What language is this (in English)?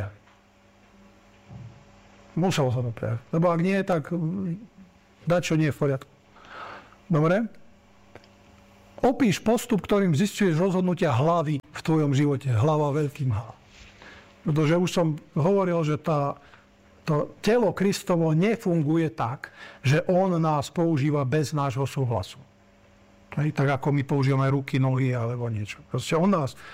Slovak